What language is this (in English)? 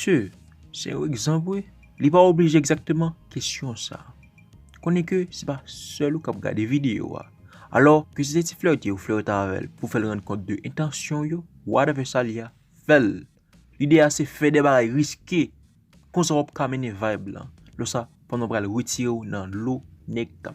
Haitian Creole